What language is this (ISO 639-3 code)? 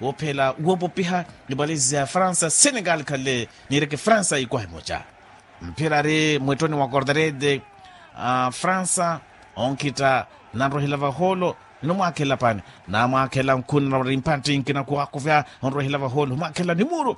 vmw